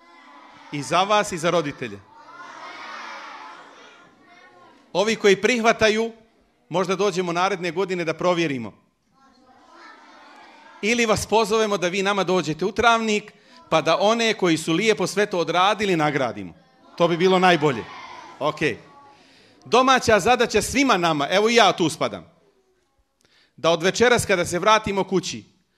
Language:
Bosnian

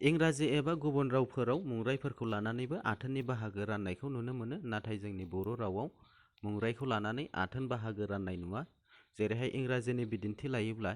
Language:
Bodo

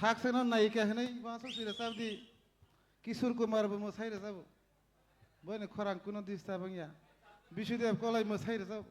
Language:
Kok Borok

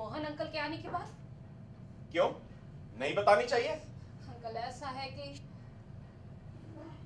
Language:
Hindi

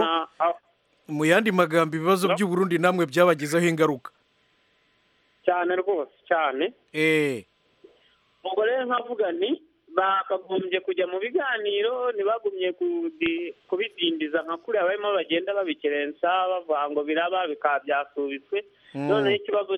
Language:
Kinyarwanda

